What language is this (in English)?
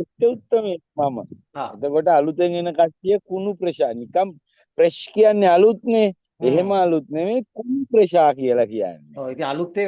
Sinhala